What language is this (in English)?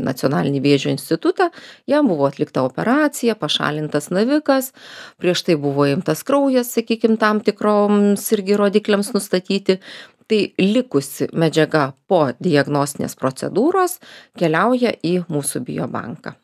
Lithuanian